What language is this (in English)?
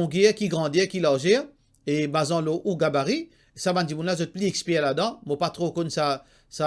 Morisyen